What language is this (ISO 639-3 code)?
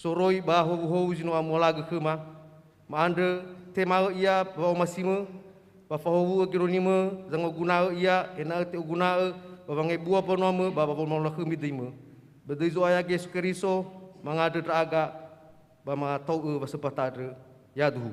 nia